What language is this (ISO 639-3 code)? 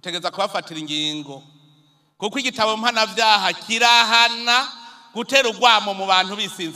run